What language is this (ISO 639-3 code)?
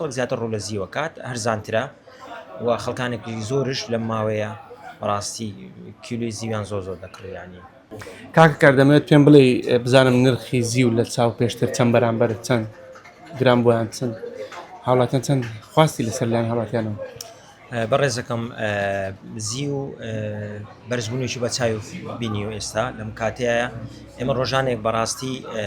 ckb